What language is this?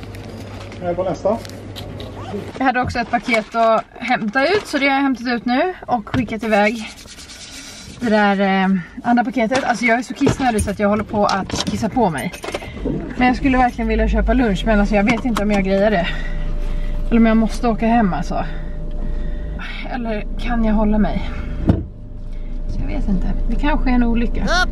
Swedish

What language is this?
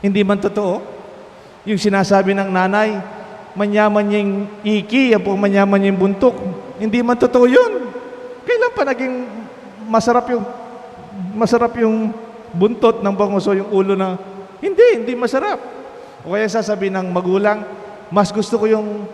Pampanga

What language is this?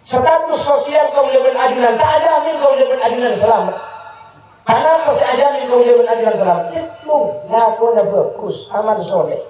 Madurese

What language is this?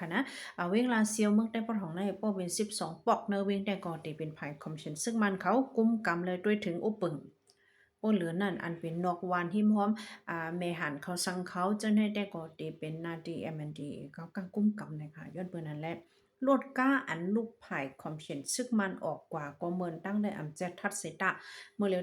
Shan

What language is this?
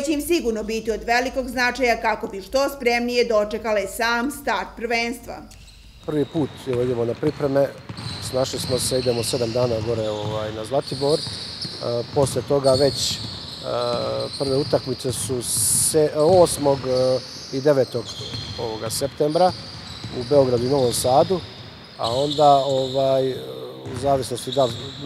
Serbian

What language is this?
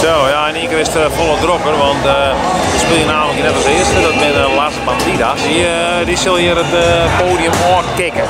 Western Frisian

